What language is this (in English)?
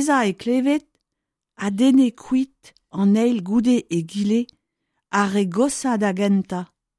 Breton